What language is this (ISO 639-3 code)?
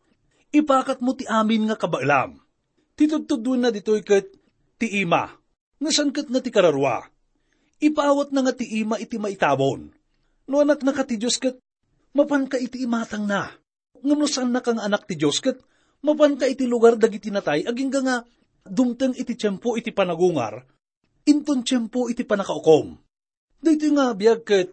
ilo